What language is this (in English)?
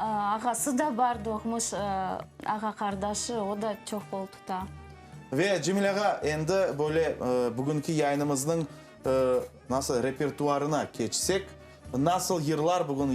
Crimean Tatar